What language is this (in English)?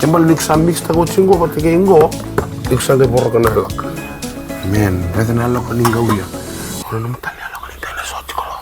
Fijian